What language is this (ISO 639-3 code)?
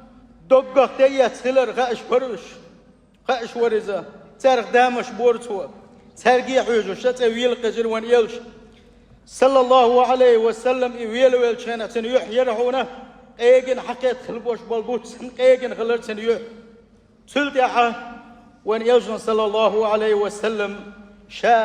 che